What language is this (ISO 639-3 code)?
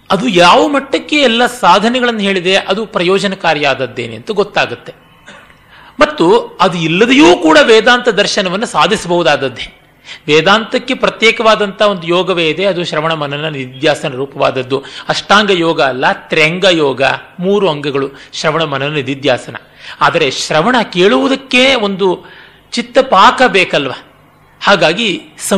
kan